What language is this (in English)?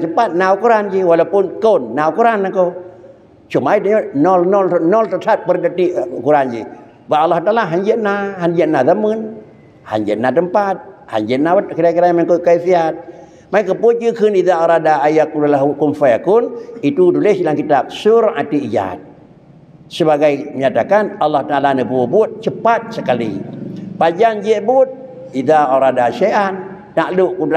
Achinese